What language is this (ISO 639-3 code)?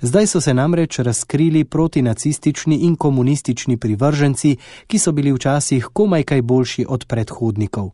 slv